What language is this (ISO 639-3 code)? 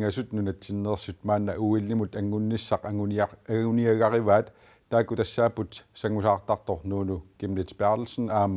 kal